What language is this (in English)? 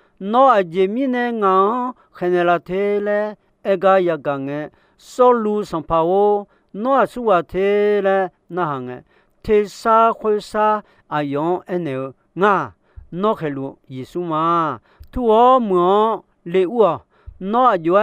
Akha